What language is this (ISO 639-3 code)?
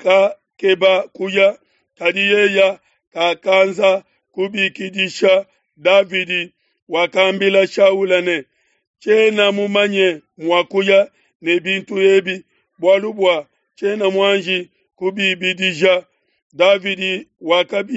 lua